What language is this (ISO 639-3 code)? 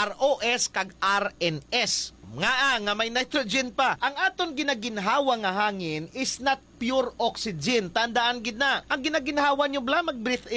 hil